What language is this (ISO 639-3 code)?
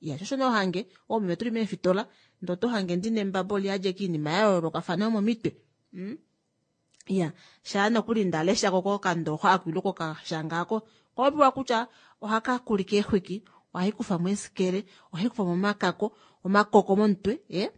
kua